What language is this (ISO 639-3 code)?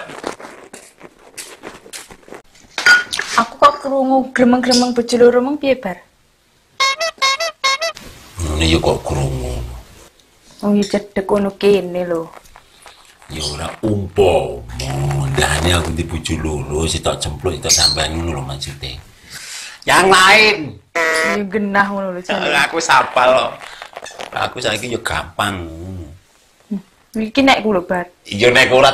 jav